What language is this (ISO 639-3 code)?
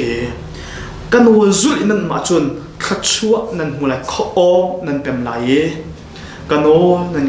cnh